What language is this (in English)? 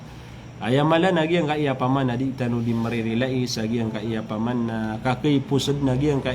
Maranao